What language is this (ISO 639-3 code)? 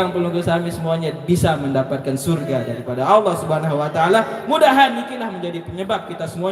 sas